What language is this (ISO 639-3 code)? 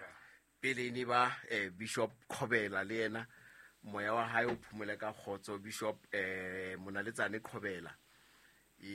sot